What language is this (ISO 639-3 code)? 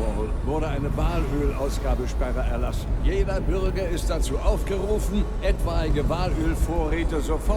bar